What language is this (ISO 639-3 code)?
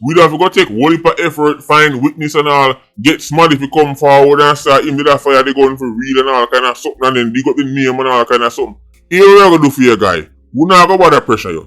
jam